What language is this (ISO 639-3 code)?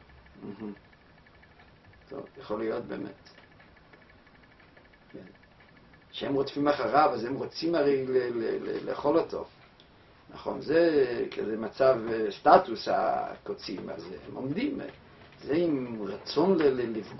heb